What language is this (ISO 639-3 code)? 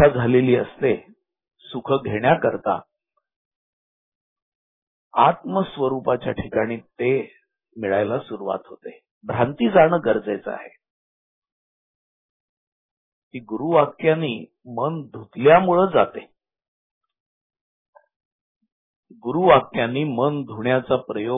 mar